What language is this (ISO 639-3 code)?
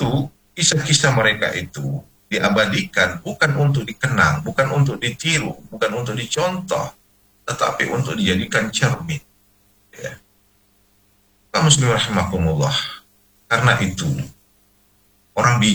ind